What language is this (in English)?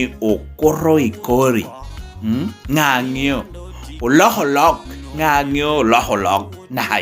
Lango (Uganda)